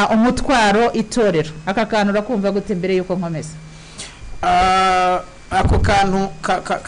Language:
Kinyarwanda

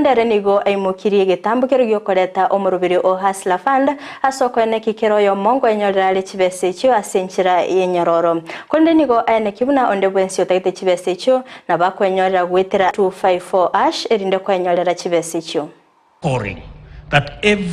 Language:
Gusii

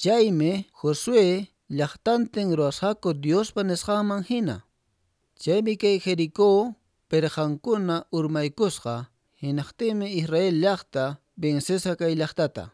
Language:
Quechua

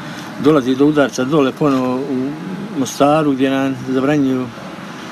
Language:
Croatian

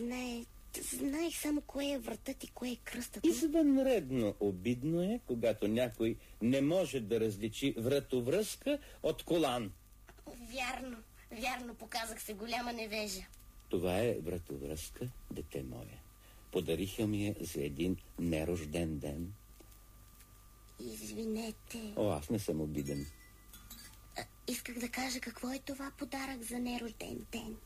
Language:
Bulgarian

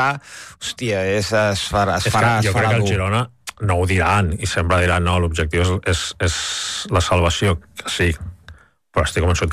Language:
Catalan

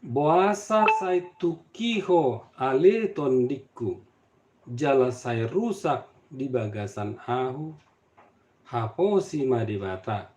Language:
Batak Toba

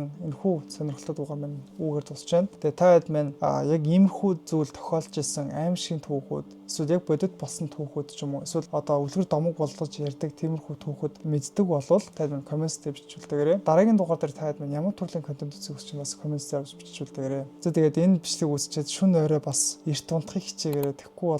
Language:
Mongolian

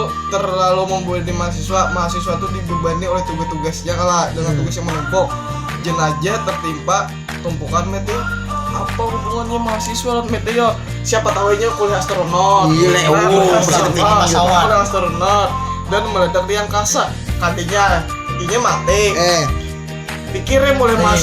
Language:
Banjar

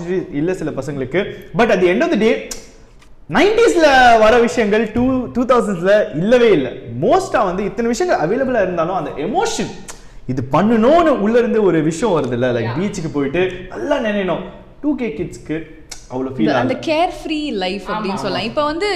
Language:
Tamil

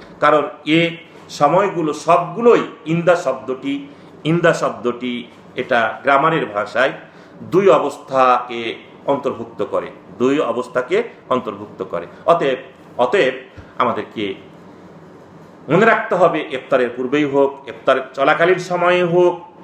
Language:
Bangla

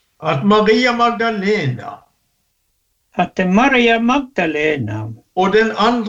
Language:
Norwegian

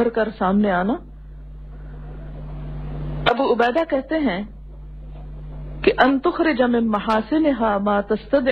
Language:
Urdu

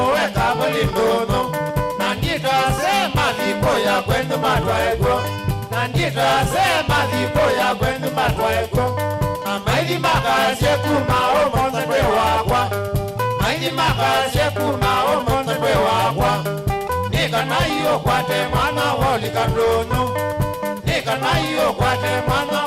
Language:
Kamba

